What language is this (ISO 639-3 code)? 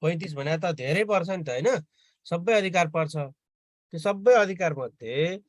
nep